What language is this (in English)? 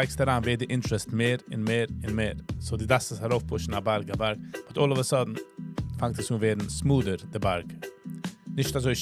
Yiddish